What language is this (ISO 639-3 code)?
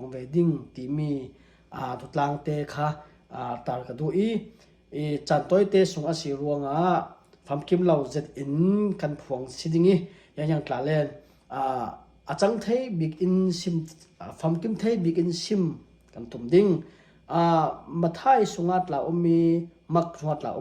cfm